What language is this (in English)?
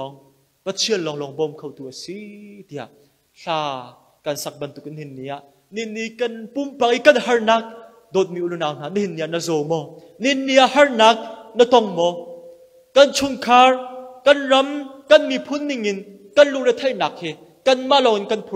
Hakha Chin